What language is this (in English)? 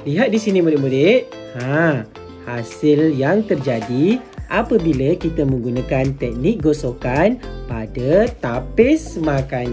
Malay